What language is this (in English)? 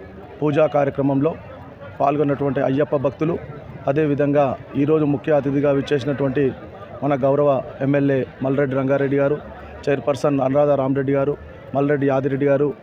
Telugu